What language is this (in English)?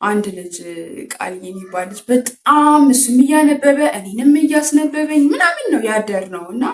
Amharic